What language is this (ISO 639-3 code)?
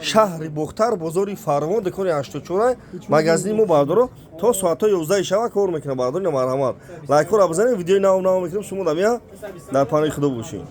tgk